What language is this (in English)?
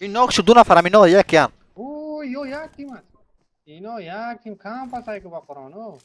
Persian